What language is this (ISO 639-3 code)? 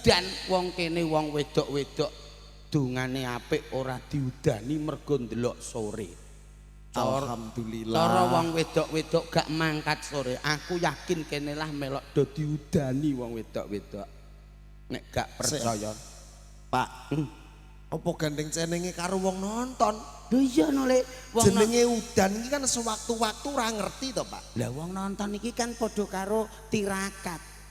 jav